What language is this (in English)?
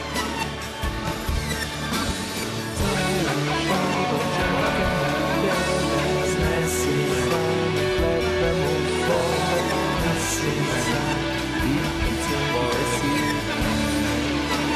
Serbian